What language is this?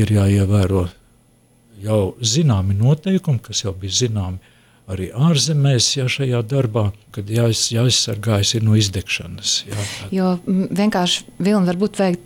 Latvian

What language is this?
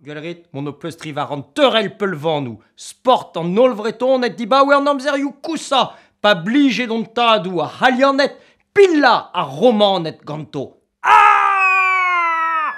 Breton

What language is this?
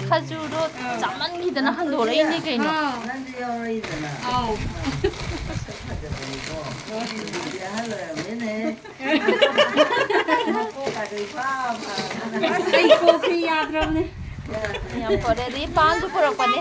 Manipuri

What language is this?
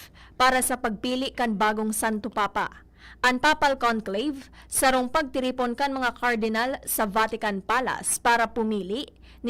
Bikol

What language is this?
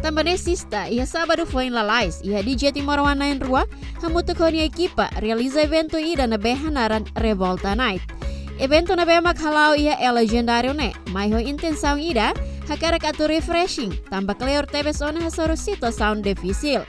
Tetum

